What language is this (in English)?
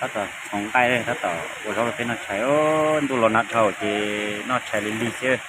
Hmong